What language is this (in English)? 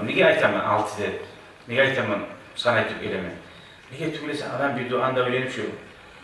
Kumyk